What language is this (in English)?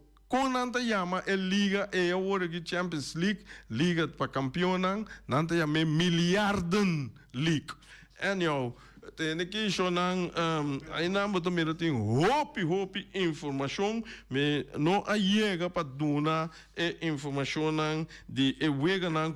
Papiamento